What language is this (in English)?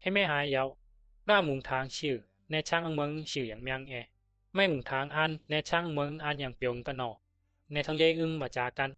Bisu